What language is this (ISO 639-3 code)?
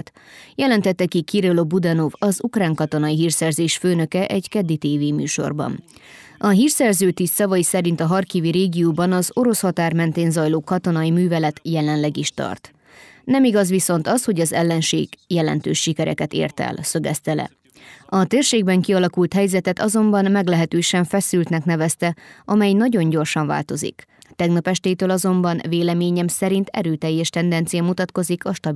hun